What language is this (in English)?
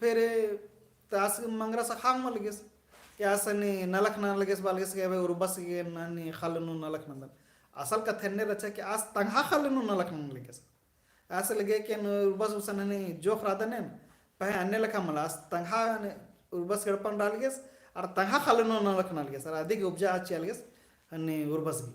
Kurukh